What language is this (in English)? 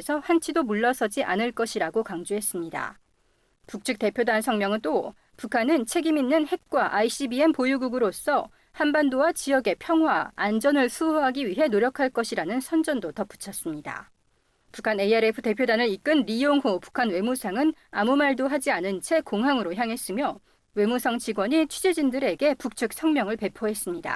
Korean